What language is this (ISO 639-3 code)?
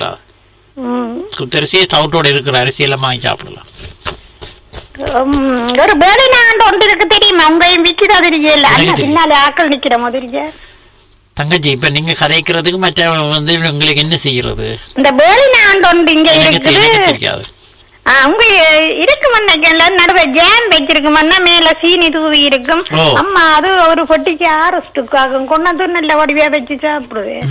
tam